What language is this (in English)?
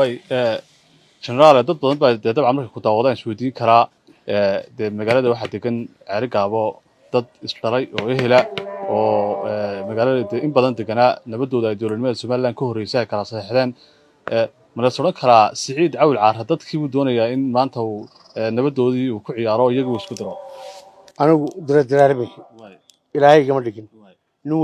Somali